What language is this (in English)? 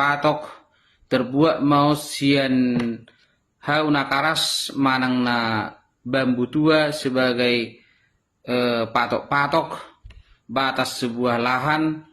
Batak Toba